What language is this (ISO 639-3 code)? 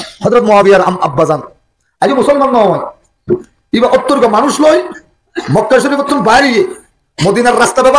rhg